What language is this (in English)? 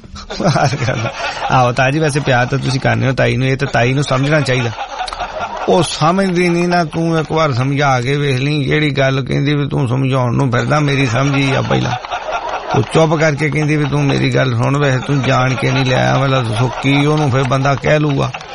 Punjabi